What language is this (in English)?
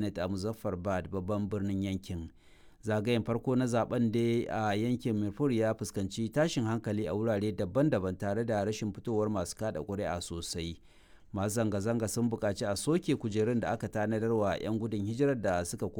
Hausa